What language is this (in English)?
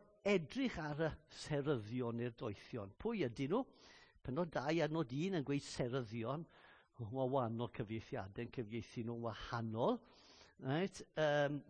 Welsh